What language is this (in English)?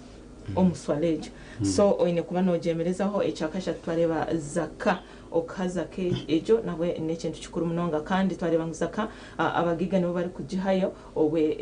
Nyankole